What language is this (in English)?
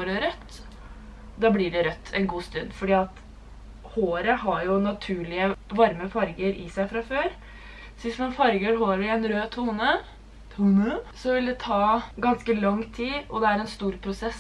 Norwegian